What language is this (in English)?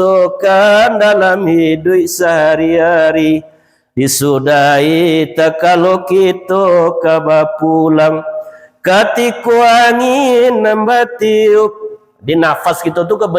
Minangkabau